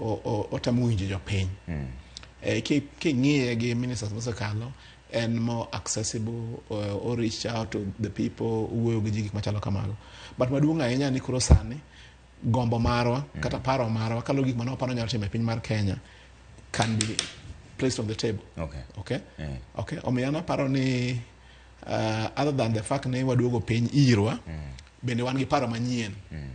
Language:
Luo (Kenya and Tanzania)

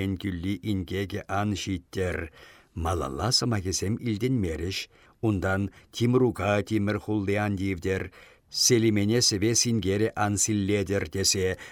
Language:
Chuvash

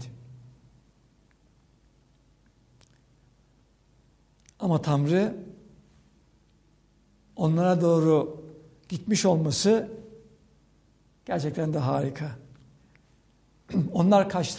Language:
Turkish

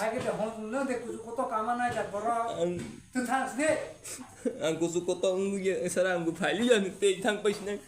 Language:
Kok Borok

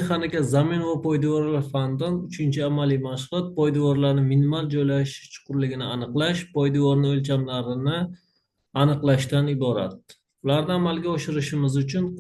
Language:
Uzbek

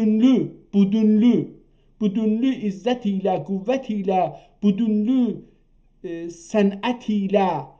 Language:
South Azerbaijani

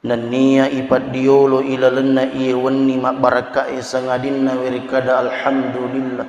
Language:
Buginese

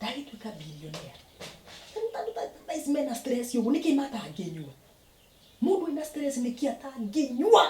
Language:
Kikuyu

